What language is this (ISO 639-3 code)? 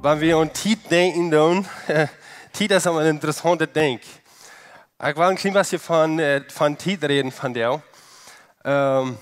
pdt